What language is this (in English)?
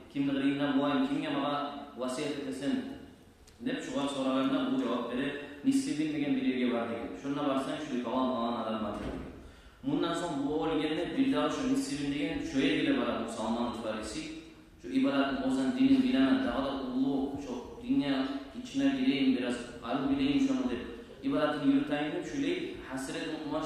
Kumyk